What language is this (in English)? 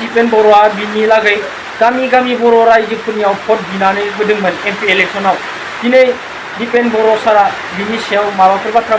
Bodo